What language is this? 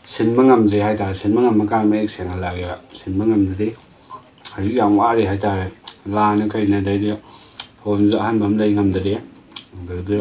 Manipuri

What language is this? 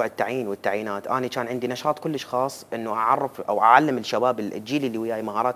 Mesopotamian Arabic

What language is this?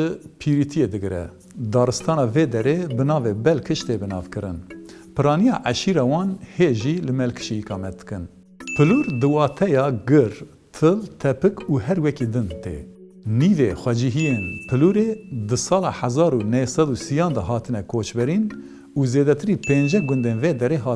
Kurdish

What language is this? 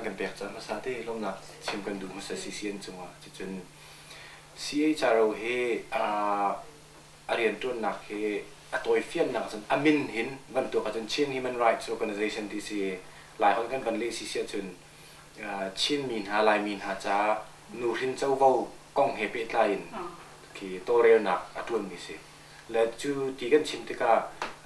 Hakha Chin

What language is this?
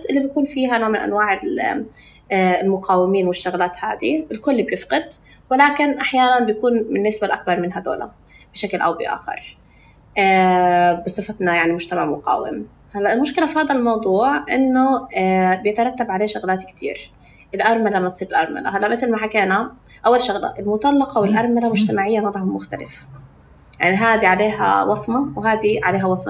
North Levantine Arabic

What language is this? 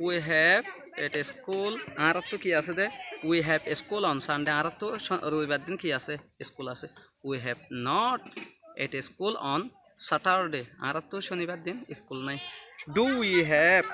Rohingya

